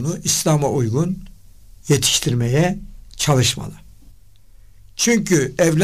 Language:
Turkish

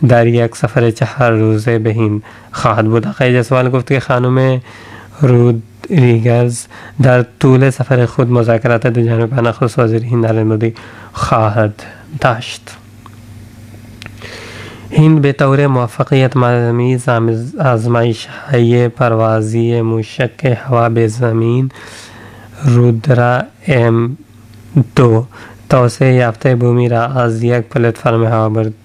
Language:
Persian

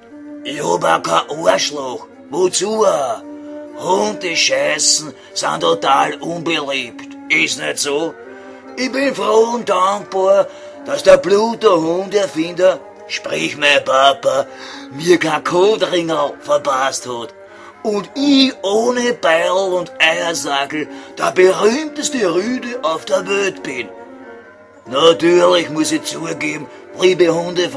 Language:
Bavarian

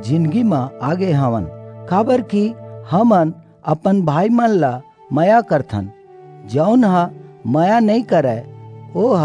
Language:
Chhattisgarhi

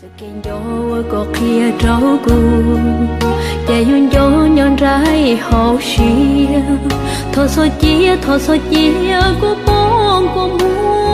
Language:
Hmong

